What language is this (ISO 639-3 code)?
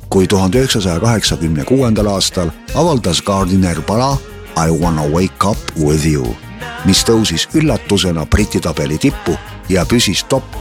est